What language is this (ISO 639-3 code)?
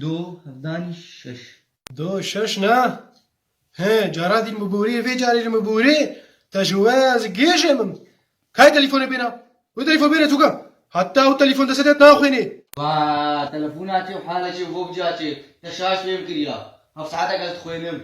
kur